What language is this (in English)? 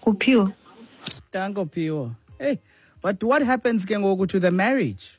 Xhosa